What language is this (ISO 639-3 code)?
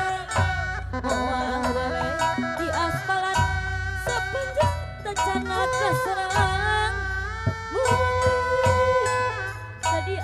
sun